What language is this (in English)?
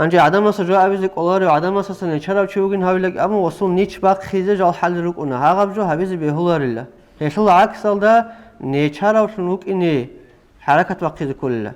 Avaric